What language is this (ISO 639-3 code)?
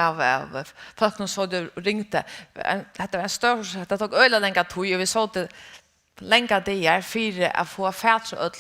fao